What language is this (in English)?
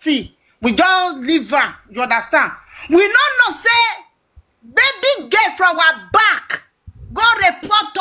Nigerian Pidgin